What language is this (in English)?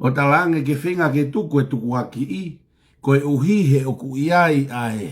Tongan